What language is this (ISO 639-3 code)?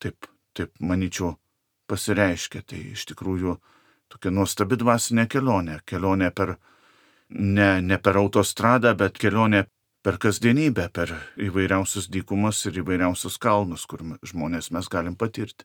lit